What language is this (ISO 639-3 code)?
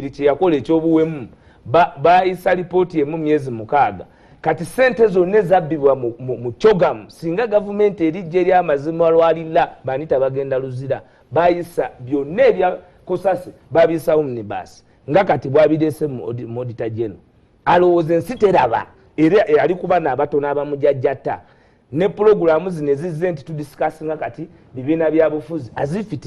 lug